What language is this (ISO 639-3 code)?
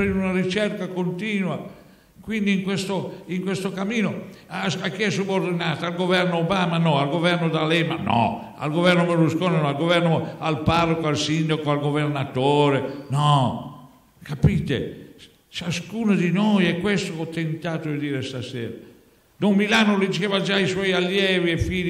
ita